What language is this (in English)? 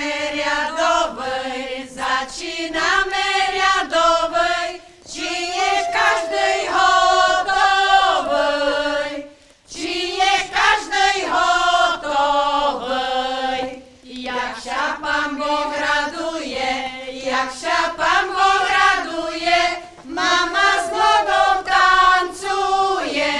Rusyn